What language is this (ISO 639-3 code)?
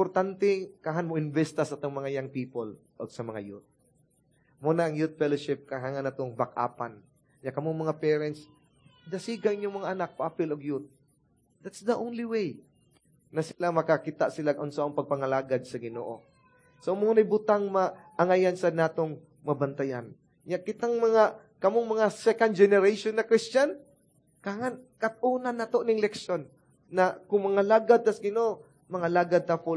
ceb